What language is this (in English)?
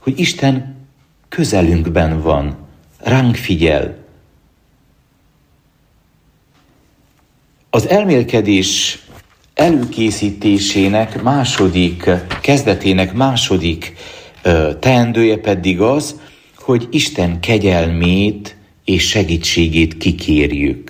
Hungarian